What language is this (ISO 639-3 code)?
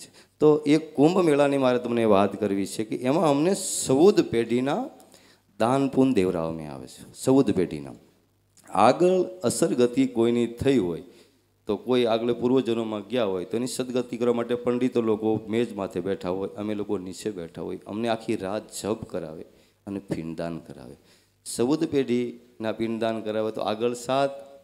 guj